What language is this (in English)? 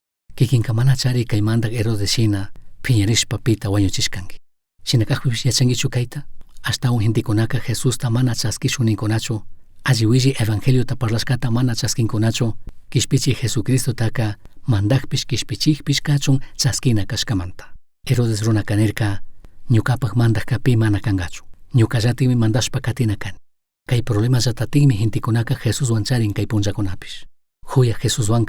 Chimborazo Highland Quichua